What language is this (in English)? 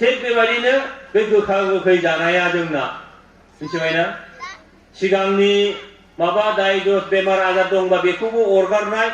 Bodo